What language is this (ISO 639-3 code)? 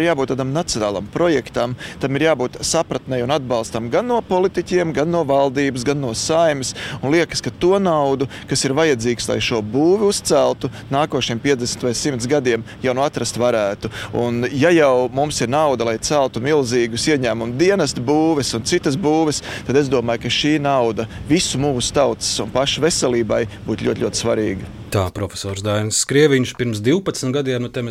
lav